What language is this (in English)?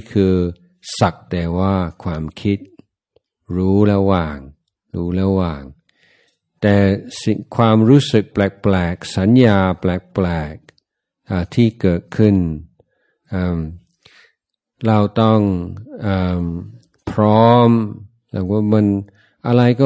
Thai